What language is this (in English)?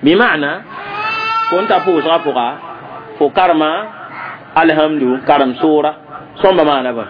Mossi